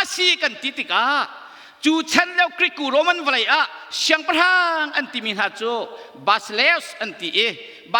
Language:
Hakha Chin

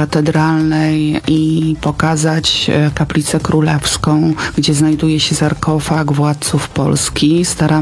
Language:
Polish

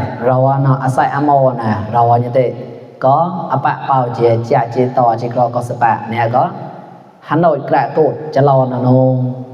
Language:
Mon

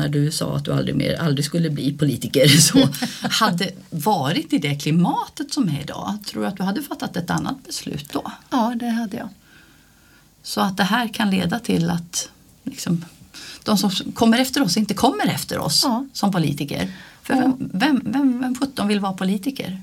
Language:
Swedish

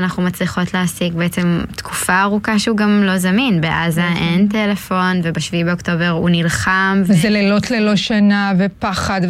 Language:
Hebrew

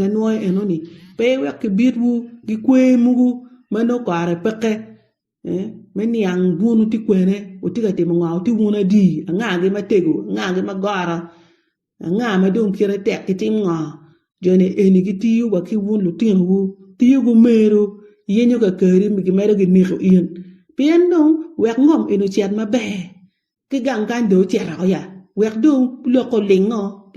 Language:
Acoli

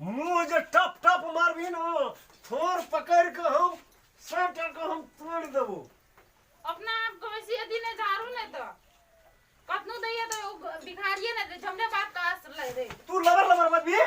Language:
Maithili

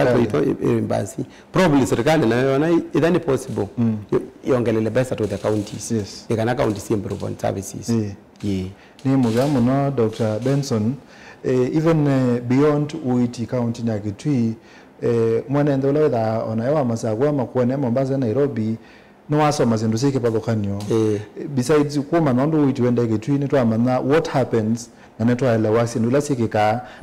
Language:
Kamba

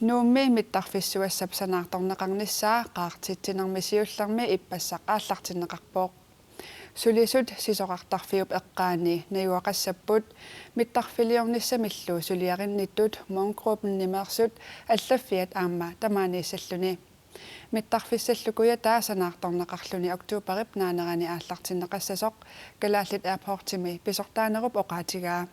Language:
Kalaallisut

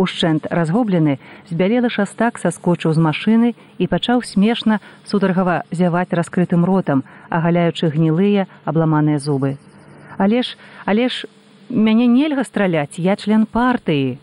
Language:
Belarusian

